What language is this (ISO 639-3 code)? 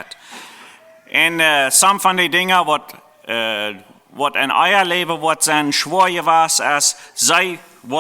pdt